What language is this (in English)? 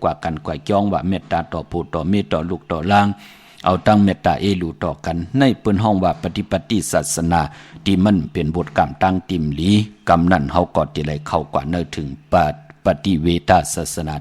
Shan